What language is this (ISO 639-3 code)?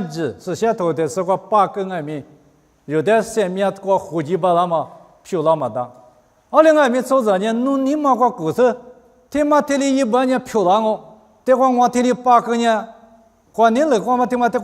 lis